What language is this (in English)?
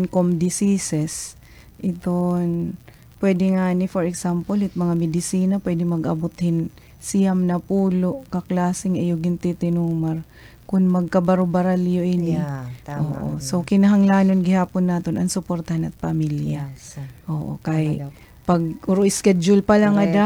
Waray